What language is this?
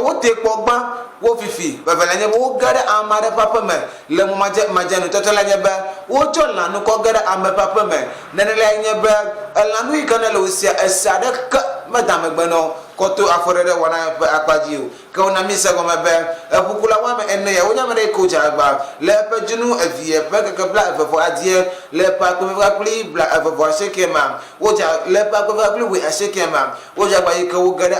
Ewe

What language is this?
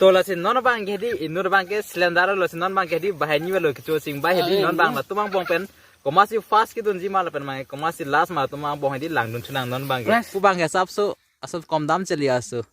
Karbi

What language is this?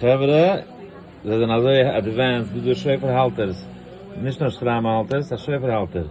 Yiddish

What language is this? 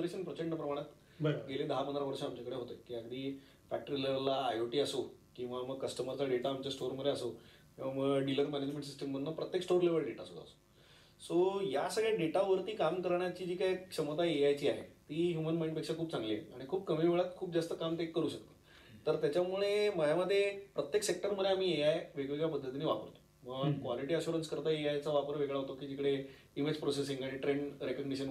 Marathi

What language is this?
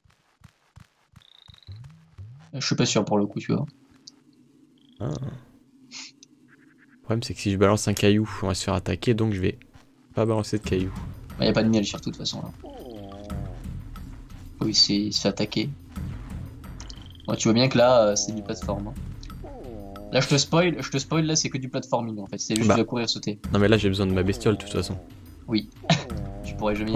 French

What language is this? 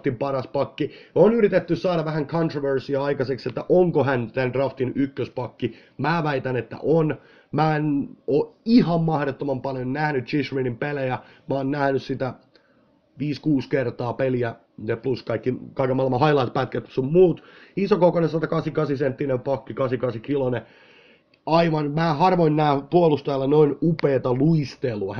Finnish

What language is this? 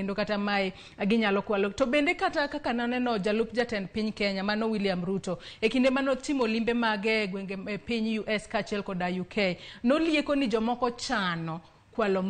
Luo (Kenya and Tanzania)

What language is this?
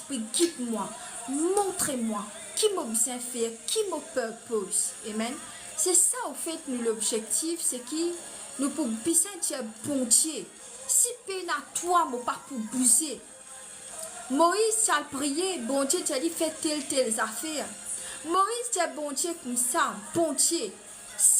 Morisyen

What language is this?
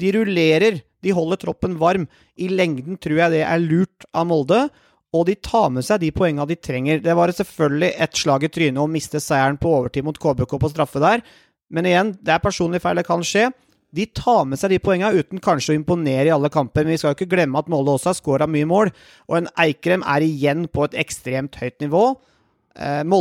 Norwegian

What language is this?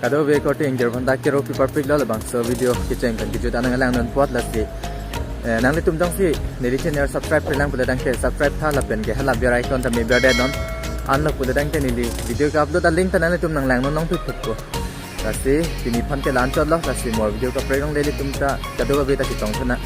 Karbi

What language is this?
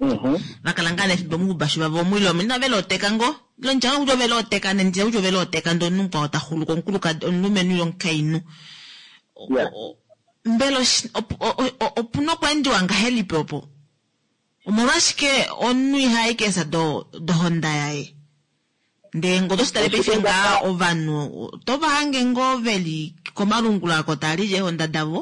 Kuanyama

